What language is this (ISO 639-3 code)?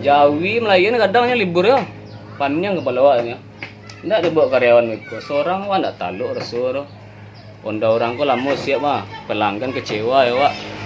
min